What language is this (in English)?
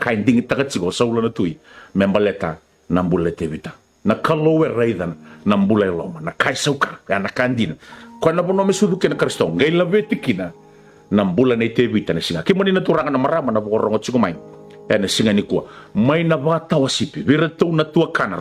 Fijian